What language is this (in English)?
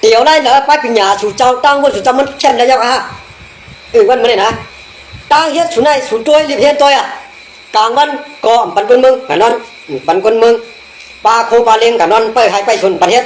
Shan